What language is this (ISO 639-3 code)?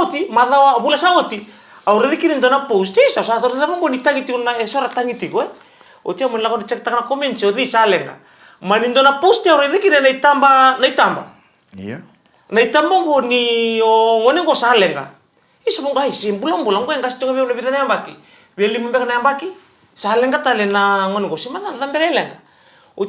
fij